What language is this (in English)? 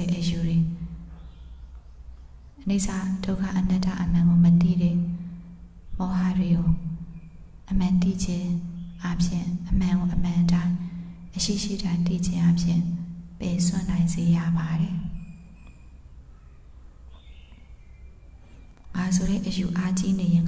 Burmese